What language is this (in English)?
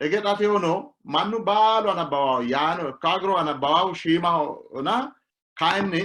Sidamo